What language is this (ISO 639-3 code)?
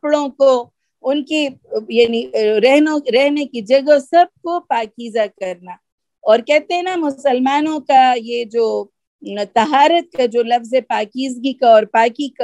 urd